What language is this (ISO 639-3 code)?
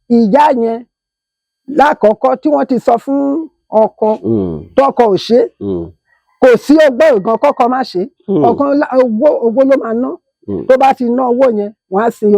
yor